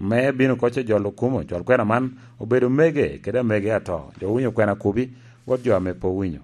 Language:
Lango (Uganda)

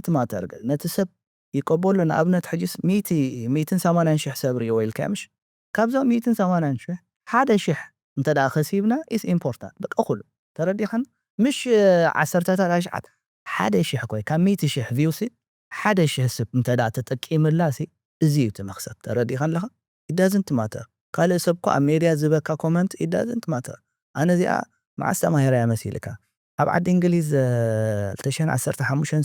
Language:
Tigrinya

